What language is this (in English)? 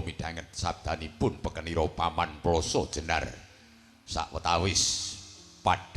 Javanese